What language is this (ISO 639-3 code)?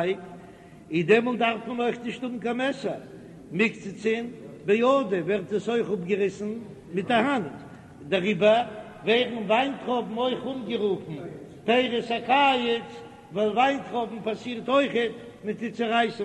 yid